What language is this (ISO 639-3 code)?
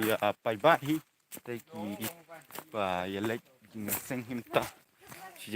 kha